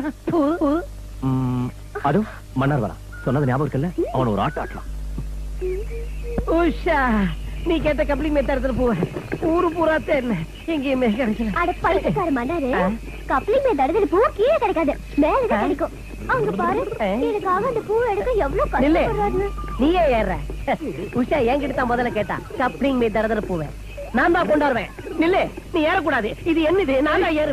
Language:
Tamil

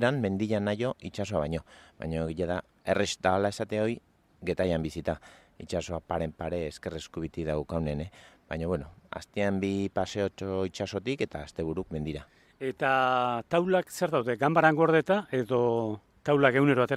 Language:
Basque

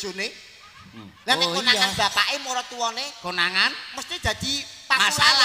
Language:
Javanese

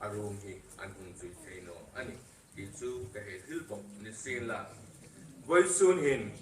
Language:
Hmar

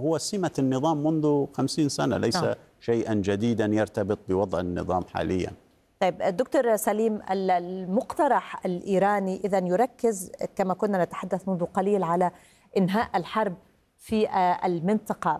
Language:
Arabic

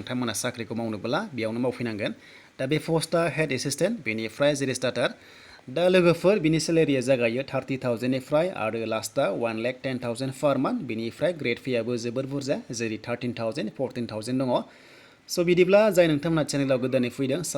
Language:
Bodo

